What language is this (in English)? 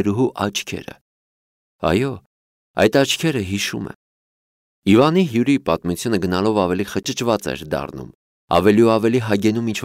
Armenian